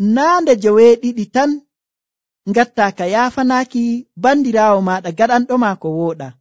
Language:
Nigerian Fulfulde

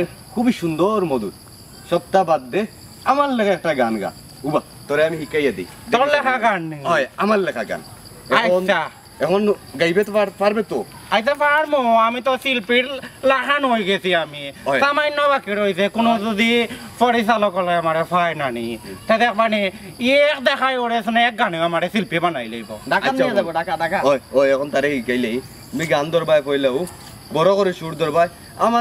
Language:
Sylheti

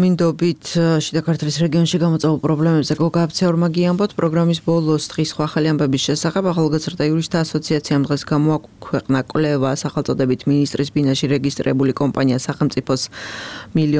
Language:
Georgian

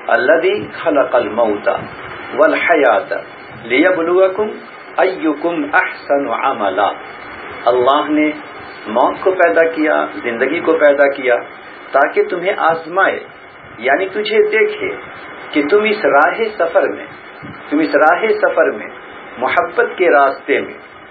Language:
Urdu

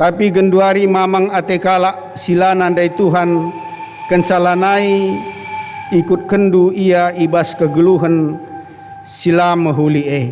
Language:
Batak Karo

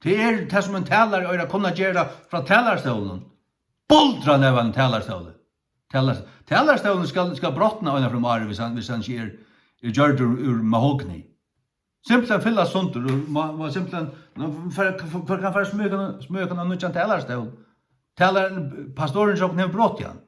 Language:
Faroese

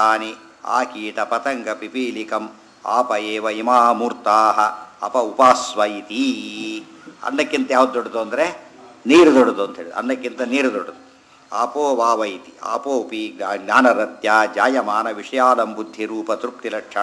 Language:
Kannada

